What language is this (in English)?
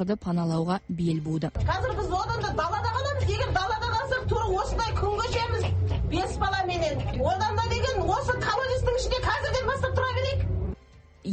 Kazakh